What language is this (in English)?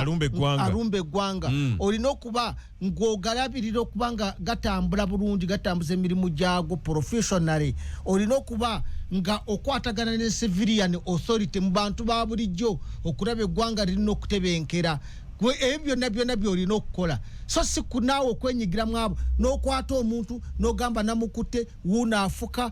Ganda